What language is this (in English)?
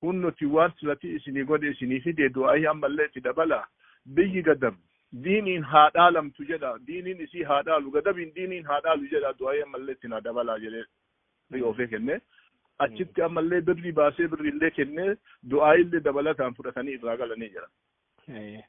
Oromo